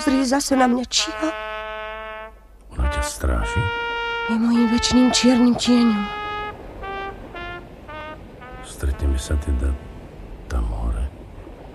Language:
Slovak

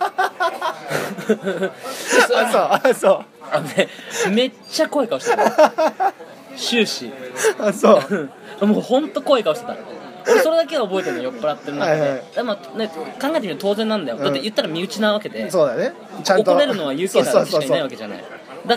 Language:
Japanese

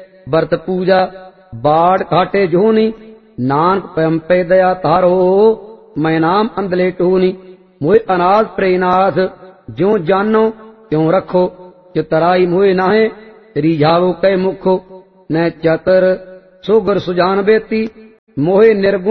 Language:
Punjabi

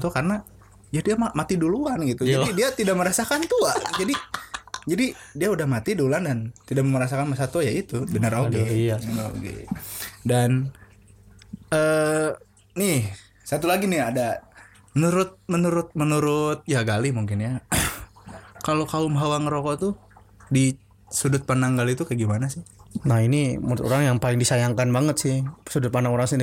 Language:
Indonesian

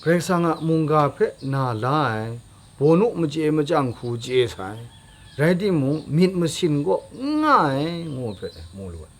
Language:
Kachin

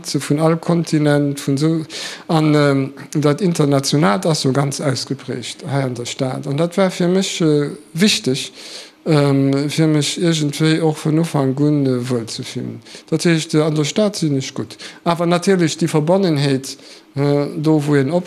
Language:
Luxembourgish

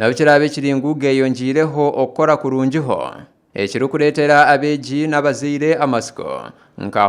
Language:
Nyankole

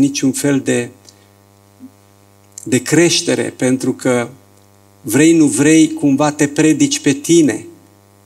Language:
Romanian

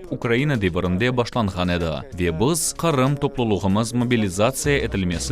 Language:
Crimean Tatar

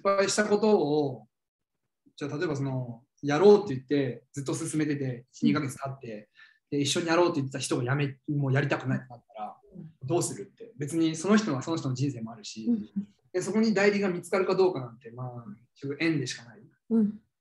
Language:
Japanese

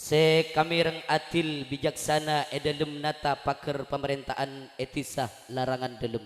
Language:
Madurese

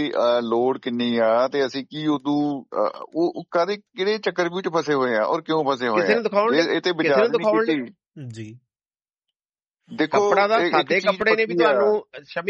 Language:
Punjabi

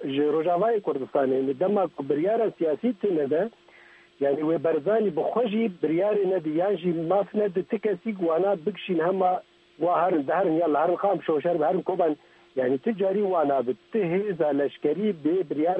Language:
Kurdish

